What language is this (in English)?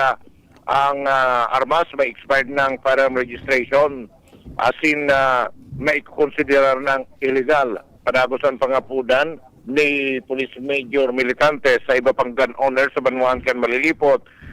Bikol